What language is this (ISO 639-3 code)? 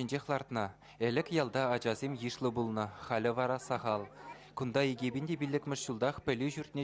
chv